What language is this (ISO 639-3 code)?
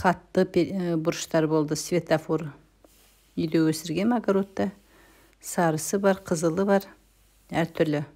kaz